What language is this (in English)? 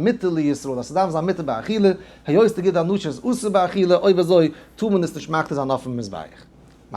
Yiddish